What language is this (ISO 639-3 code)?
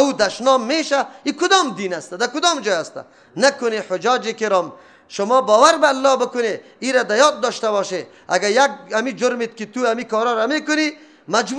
fas